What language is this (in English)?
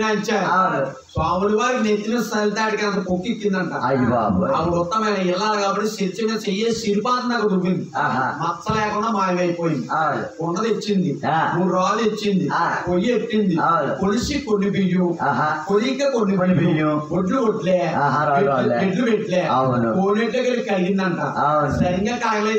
Telugu